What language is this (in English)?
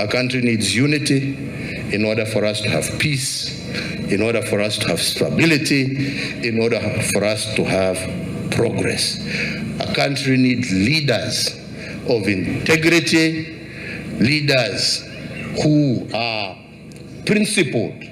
Luo (Kenya and Tanzania)